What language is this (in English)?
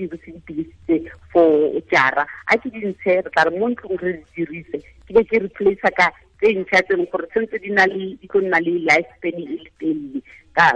Tswana